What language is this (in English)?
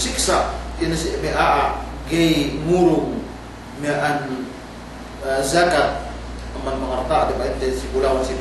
Yakan